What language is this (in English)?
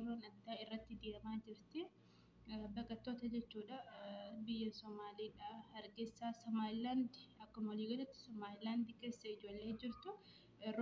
Oromo